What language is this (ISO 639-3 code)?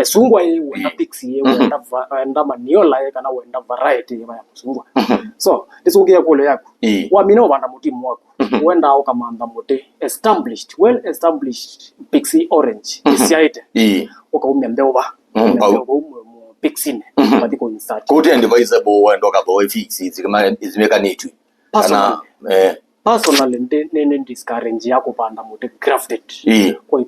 kam